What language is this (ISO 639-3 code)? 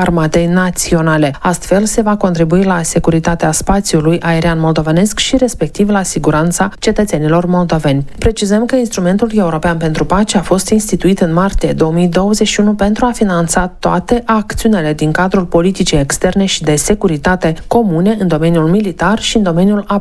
ron